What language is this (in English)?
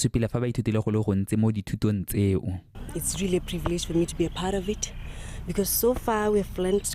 Tswana